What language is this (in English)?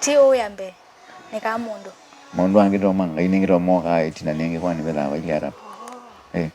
Kamba